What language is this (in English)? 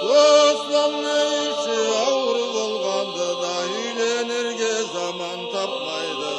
Karachay-Balkar